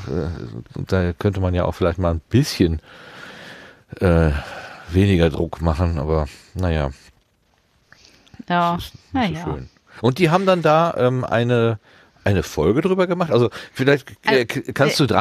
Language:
German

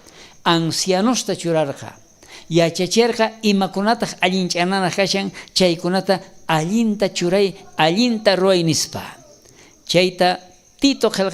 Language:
South Bolivian Quechua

